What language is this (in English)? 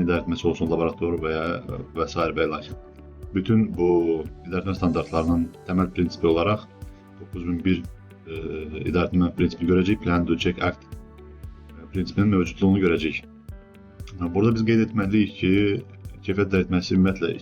Azerbaijani